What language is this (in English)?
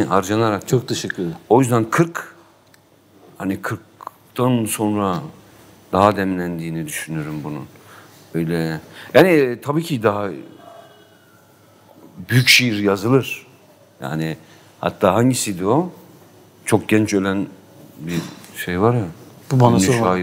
Turkish